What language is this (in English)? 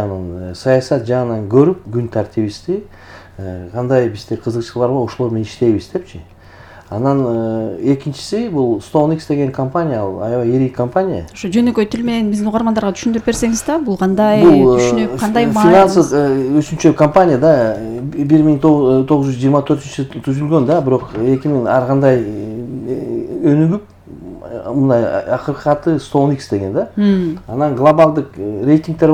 Kyrgyz